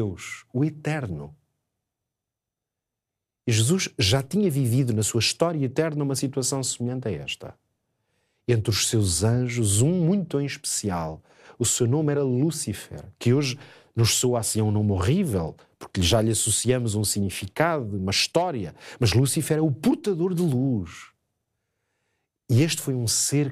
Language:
Portuguese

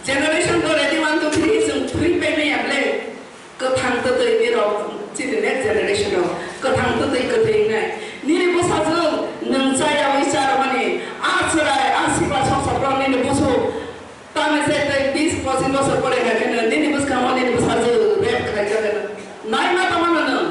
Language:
Kok Borok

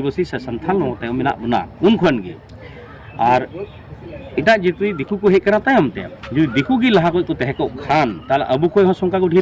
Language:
Santali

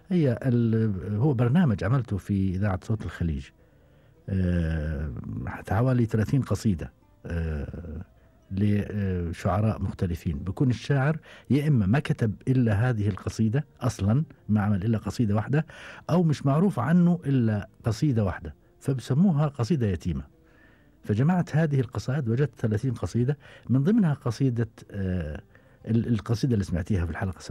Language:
Gulf Arabic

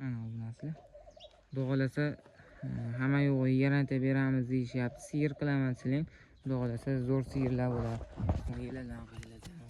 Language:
Uzbek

